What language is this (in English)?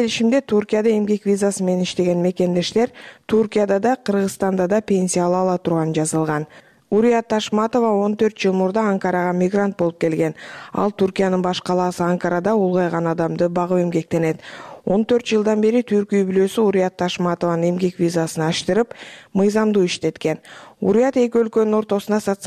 Kyrgyz